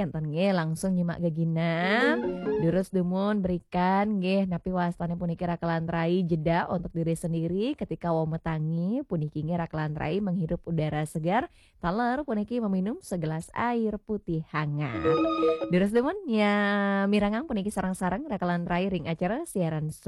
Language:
Balinese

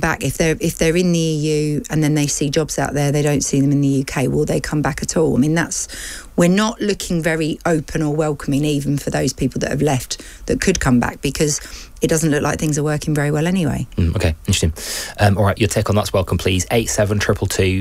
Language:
English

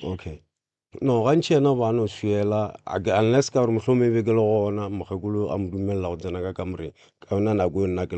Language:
Northern Sotho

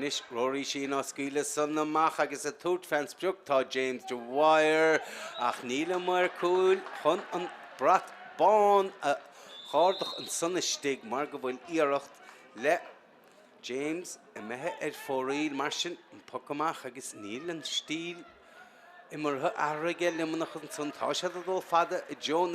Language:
Irish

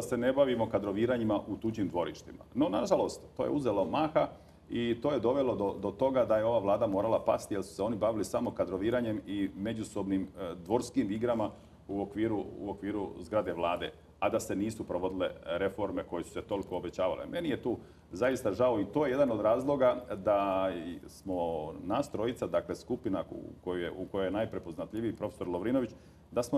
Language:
Croatian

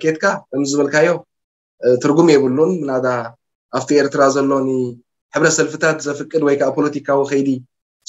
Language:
Tigrinya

